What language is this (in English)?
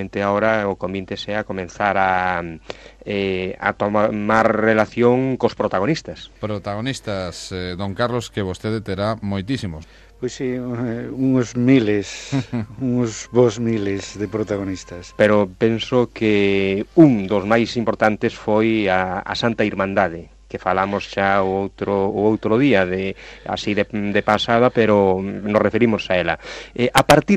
Galician